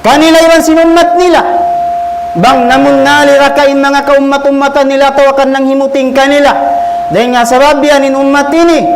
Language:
Tausug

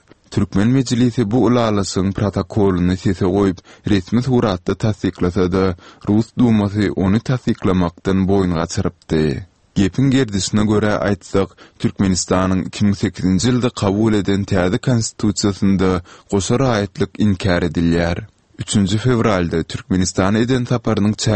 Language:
Turkmen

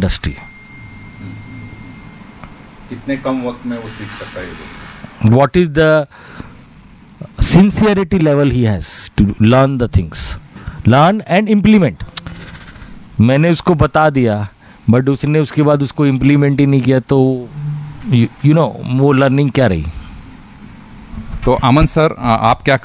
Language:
Hindi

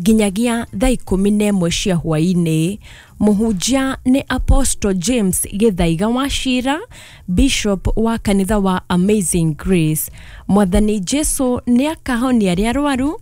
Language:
Kikuyu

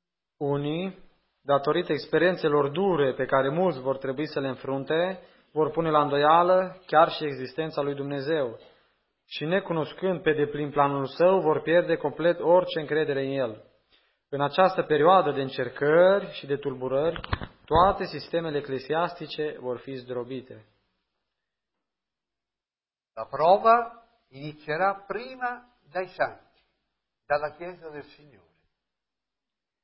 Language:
Romanian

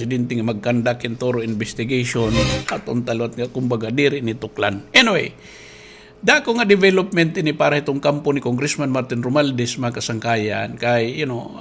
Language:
Waray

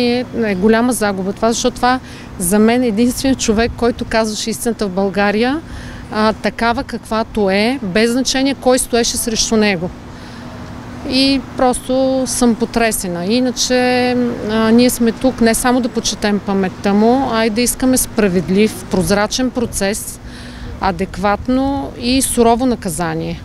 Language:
Bulgarian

